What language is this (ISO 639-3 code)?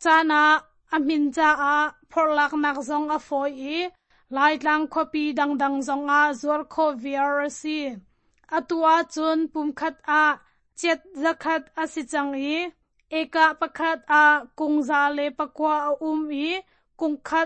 cnh